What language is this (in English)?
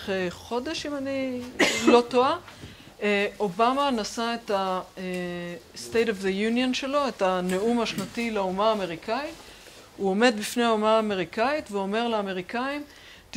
Hebrew